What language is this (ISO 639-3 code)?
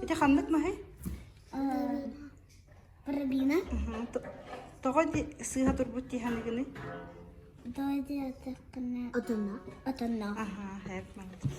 sah